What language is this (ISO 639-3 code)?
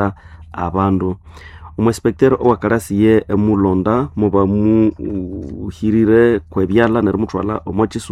nnb